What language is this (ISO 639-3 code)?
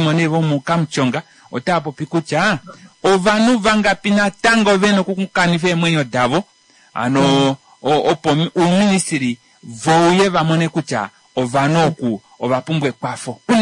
kua